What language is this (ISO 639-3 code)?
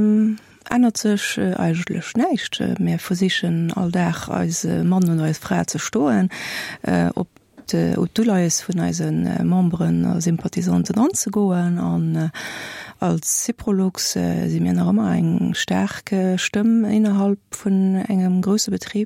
ltz